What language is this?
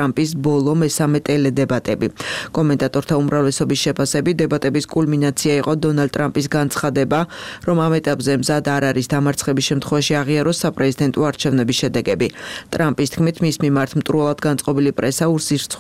Georgian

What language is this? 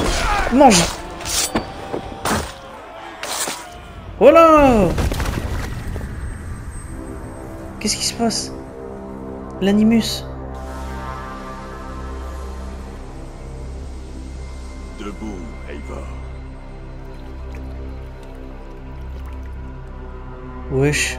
French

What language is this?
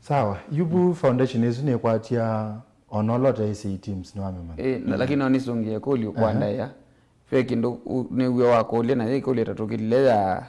Kamba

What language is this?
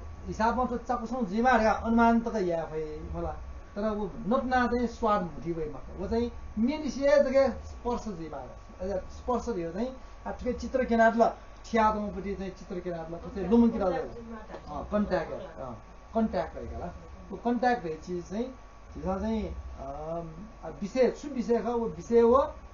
Newari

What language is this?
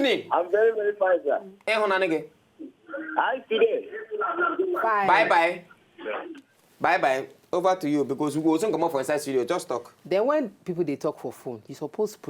Nigerian Pidgin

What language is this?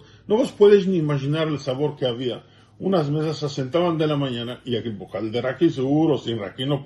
Ladino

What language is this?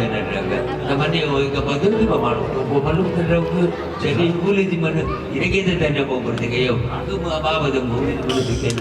Nias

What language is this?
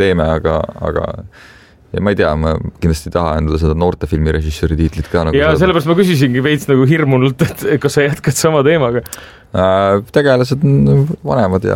Estonian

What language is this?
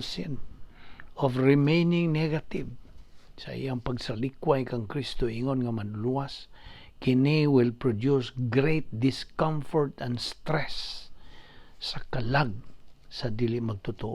Cebuano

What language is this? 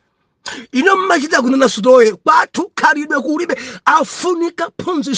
Nyanja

